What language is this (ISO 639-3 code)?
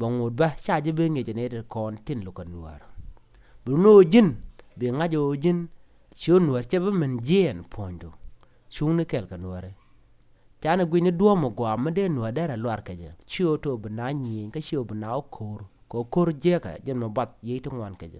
nus